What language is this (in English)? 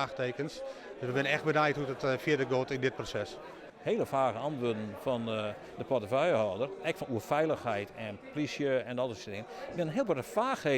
Western Frisian